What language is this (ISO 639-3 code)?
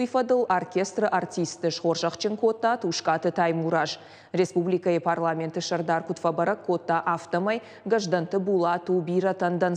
oss